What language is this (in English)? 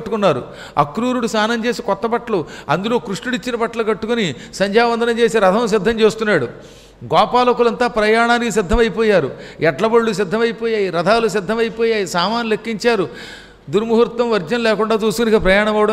Telugu